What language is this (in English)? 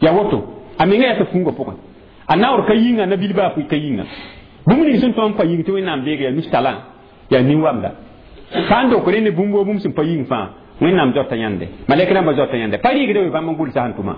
Mossi